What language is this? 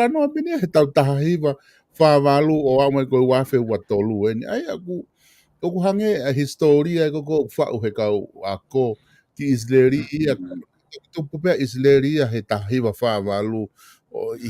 Tongan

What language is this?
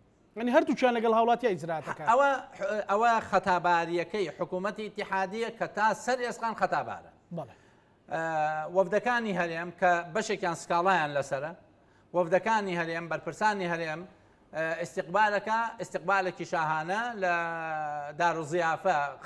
Central Kurdish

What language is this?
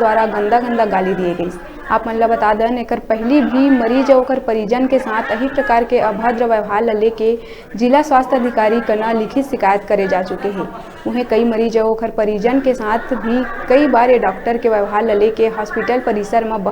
Chhattisgarhi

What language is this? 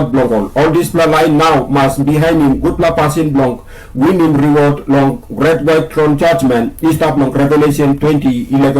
Tok Pisin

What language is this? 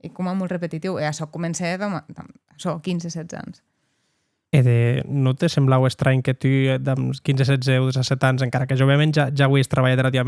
Occitan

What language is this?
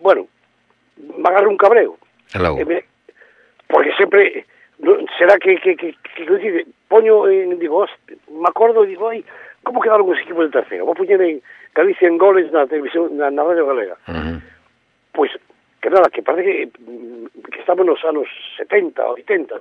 Galician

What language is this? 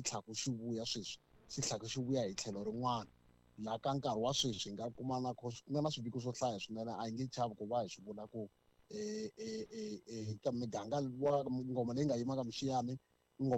Tsonga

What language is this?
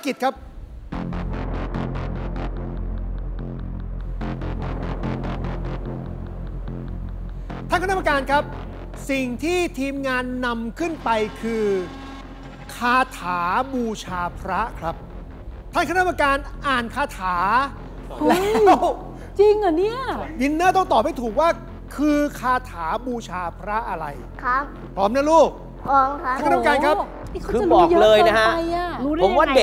Thai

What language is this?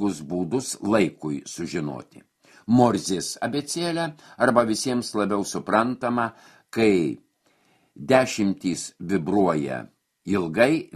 Lithuanian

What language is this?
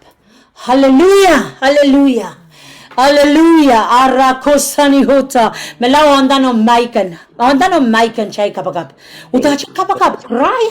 Pohnpeian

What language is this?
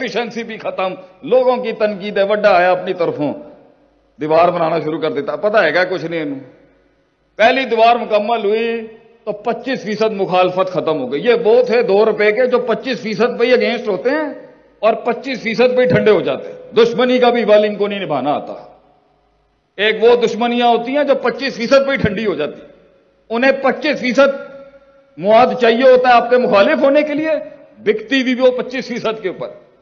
Urdu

